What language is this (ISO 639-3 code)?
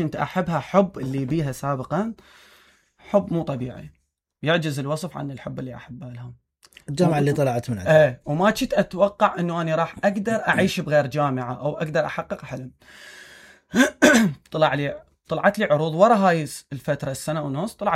acm